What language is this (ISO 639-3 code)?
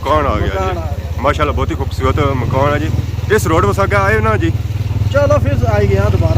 phr